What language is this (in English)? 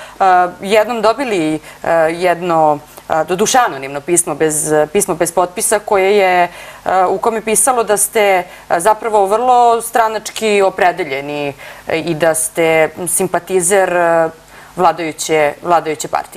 Serbian